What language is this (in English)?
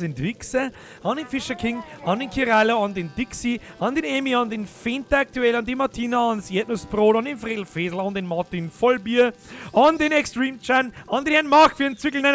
Bavarian